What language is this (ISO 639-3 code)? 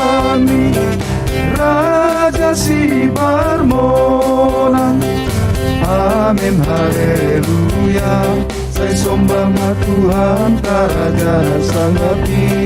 bts